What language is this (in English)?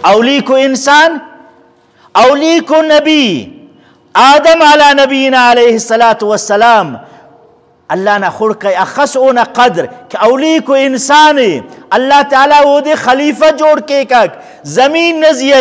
Brahui